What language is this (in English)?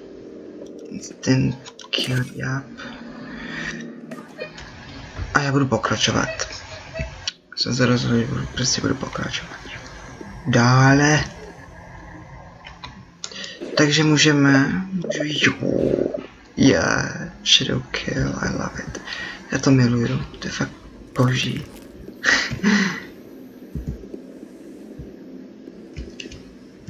Czech